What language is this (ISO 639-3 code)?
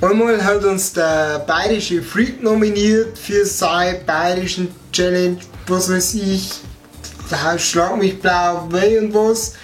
bar